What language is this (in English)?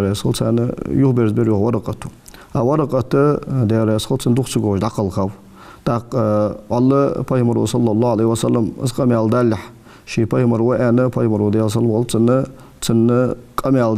Ingush